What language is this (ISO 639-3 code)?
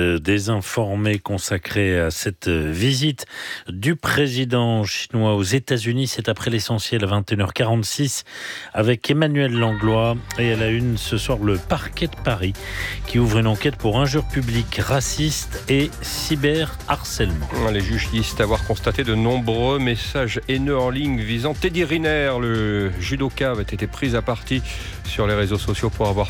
fra